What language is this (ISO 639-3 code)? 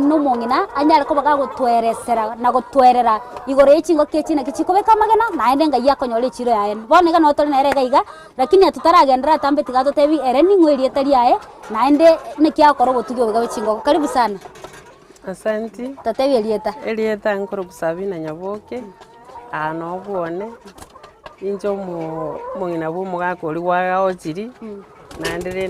guz